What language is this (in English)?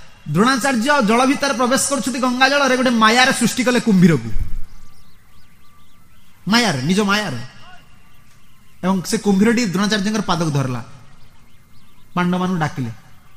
Odia